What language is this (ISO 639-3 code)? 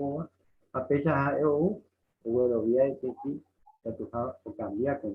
grn